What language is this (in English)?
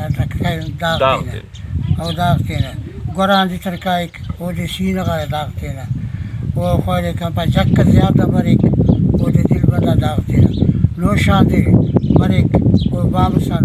Brahui